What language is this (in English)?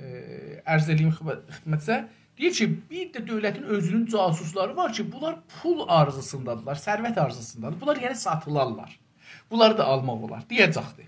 South Azerbaijani